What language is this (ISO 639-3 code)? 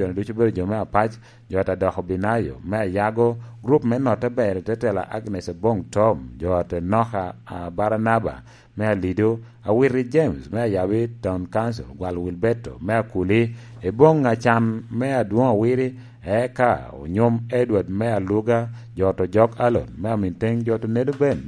laj